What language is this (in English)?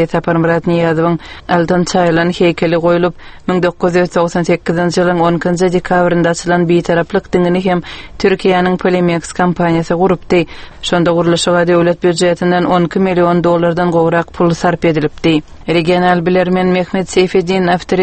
Turkmen